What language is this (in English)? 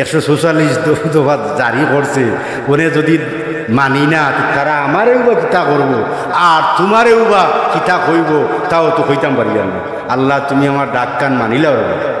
Sylheti